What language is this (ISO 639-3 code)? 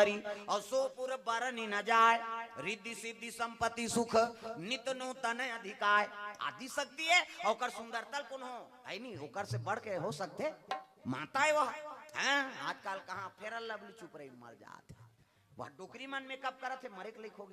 hne